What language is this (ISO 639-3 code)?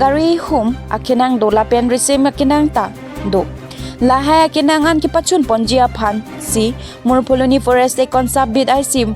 mjw